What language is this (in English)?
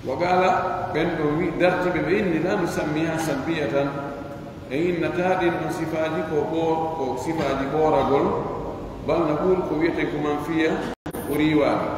Pular